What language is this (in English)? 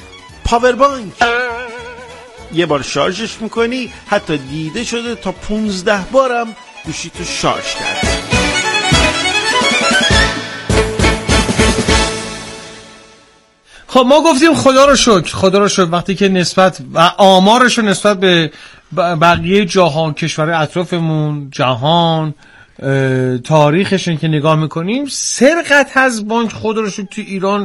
Persian